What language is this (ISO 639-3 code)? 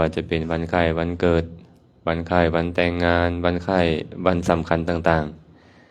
lao